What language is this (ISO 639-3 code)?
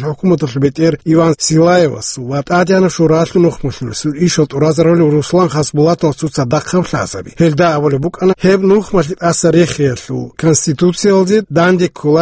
ava